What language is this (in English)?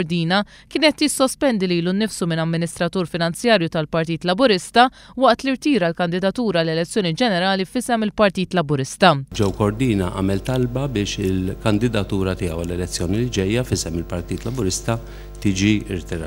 Maltese